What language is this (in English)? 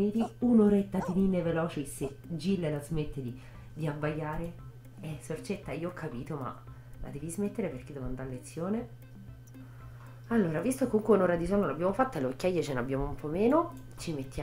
Italian